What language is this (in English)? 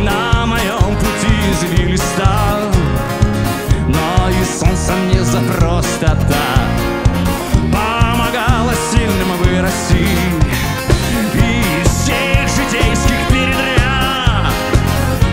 Russian